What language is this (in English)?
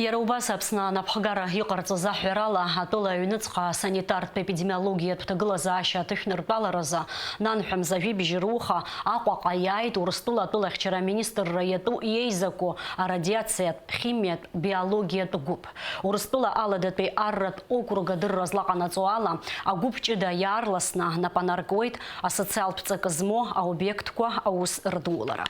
Abkhazian